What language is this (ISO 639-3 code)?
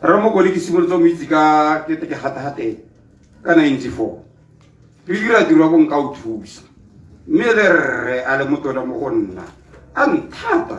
tsn